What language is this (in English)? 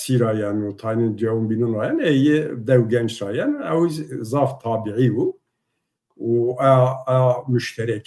Zaza